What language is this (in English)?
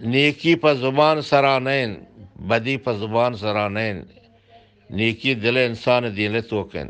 Eastern Balochi